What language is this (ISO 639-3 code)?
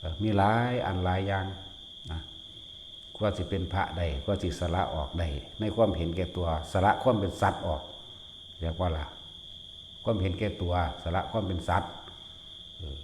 lao